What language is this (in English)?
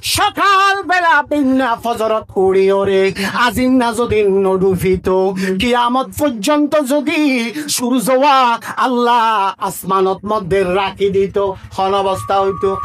Rohingya